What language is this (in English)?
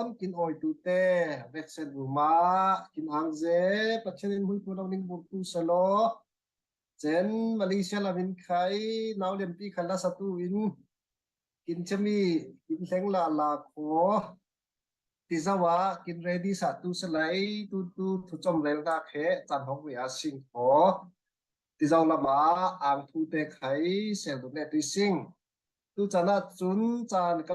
Falam Chin